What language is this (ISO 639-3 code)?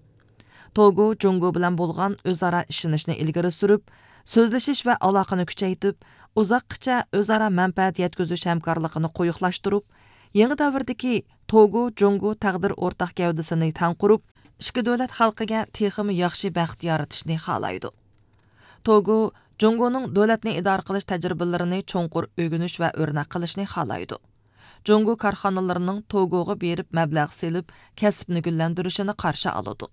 uig